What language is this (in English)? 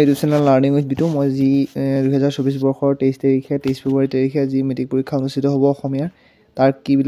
Assamese